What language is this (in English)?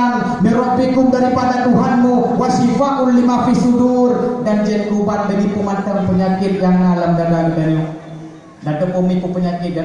Achinese